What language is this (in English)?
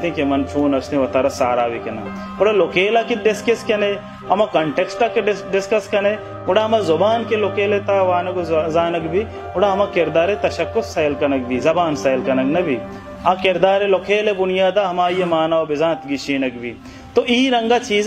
Baluchi